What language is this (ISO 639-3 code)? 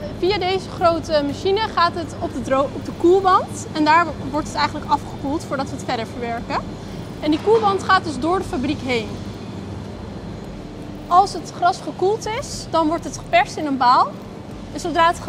nld